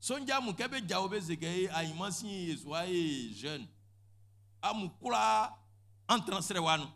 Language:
Baoulé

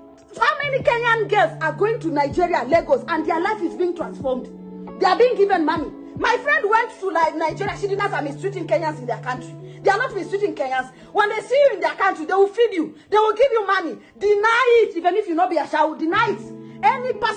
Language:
Nigerian Pidgin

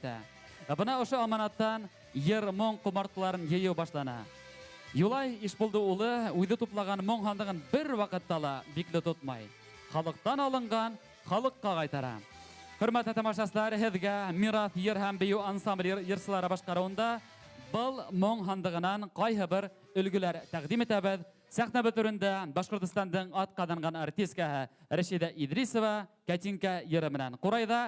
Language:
Bashkir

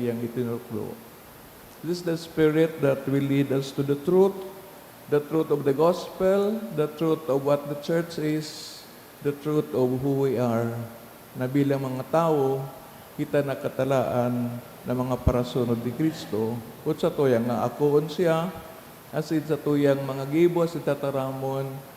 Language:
Bikol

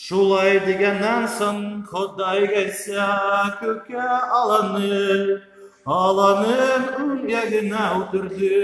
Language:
Tatar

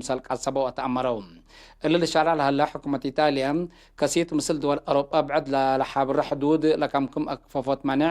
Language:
Tigre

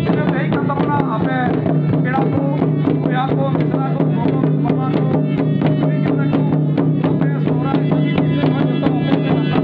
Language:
Santali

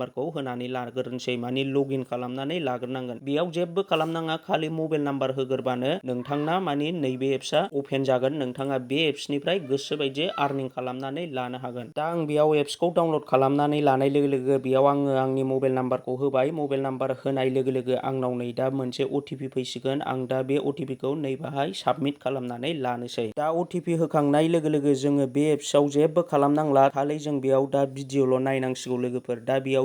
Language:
Bodo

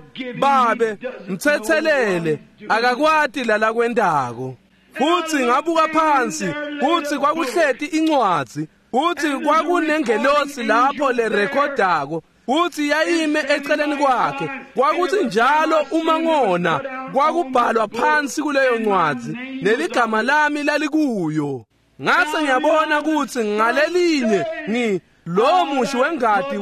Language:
Swati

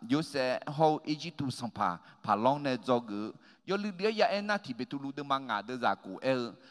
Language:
Akha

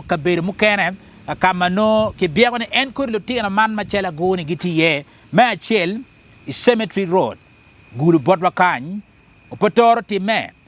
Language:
Acoli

